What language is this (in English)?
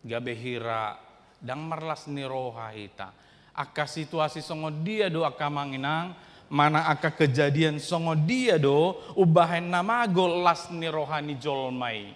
Batak Toba